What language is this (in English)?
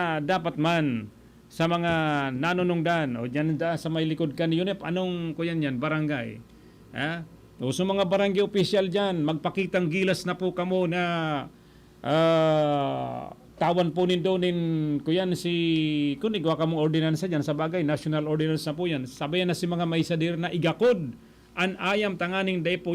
Bikol